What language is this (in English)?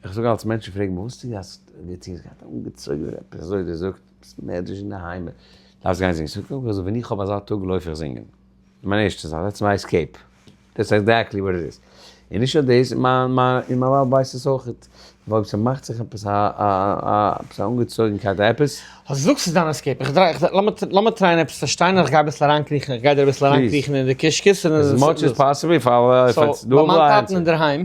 Yiddish